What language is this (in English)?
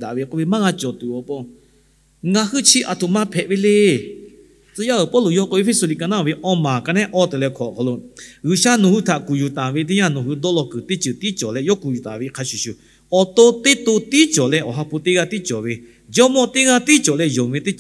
Lahu